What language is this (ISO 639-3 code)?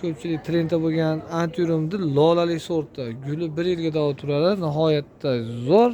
uzb